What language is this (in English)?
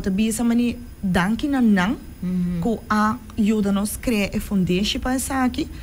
Papiamento